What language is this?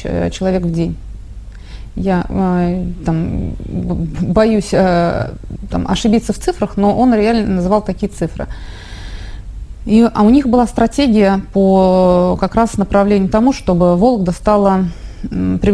Russian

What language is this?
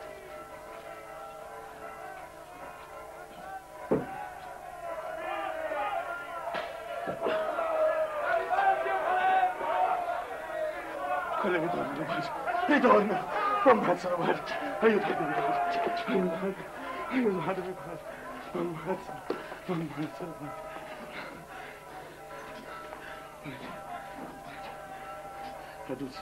Italian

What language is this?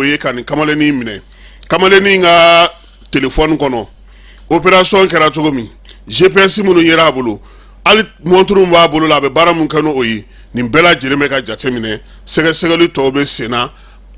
Bambara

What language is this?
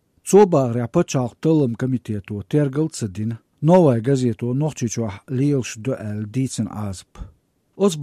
Chechen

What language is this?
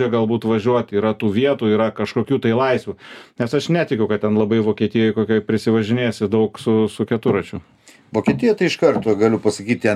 Lithuanian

